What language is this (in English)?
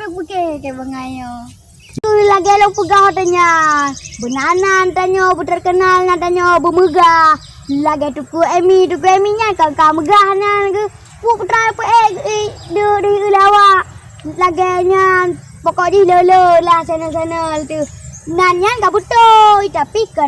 Achinese